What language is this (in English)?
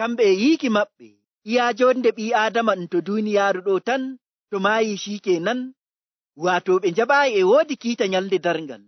Nigerian Fulfulde